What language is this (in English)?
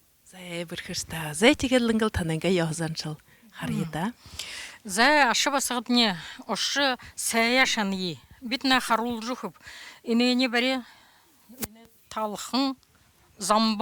Buriat